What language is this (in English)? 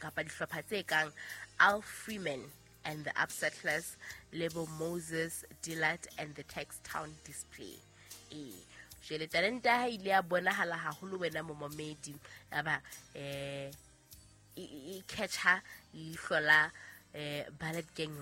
Southern Sotho